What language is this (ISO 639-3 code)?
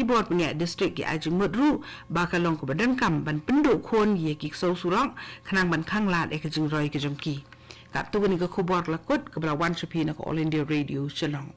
kha